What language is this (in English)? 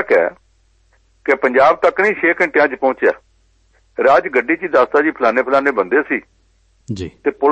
Punjabi